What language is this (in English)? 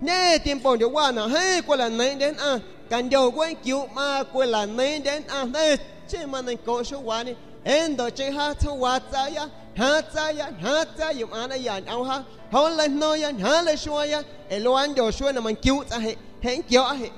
San Pedro Amuzgos Amuzgo